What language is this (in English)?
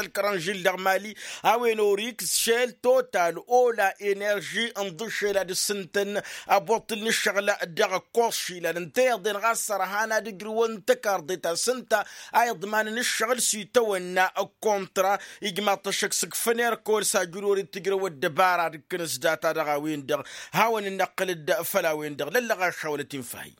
Tamasheq